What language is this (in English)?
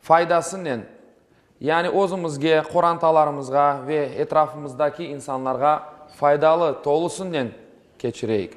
Crimean Tatar